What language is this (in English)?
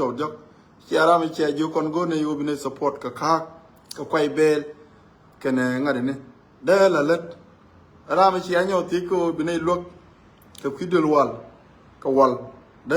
Nuer